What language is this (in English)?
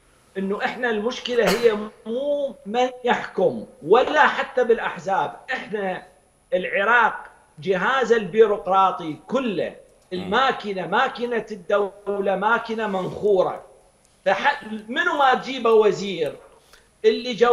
Mesopotamian Arabic